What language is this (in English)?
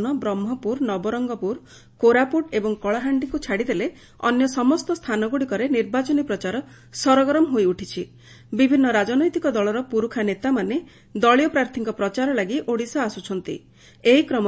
Odia